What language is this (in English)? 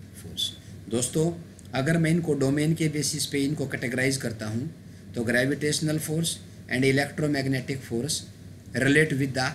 Hindi